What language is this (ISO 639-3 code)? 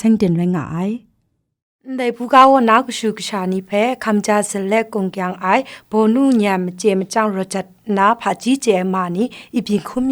kac